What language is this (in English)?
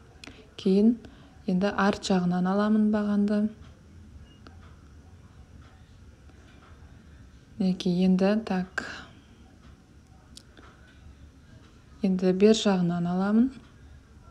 Kazakh